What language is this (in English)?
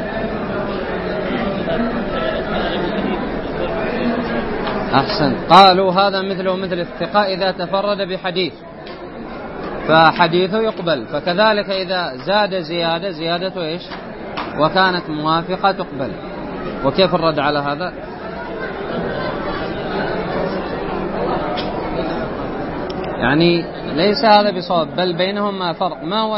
Arabic